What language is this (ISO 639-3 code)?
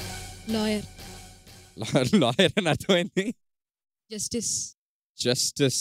tel